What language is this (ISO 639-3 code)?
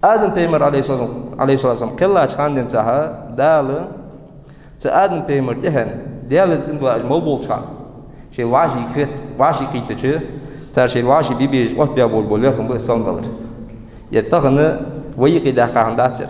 inh